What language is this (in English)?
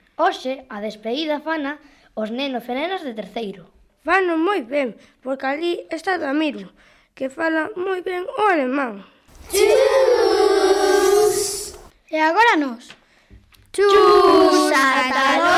Galician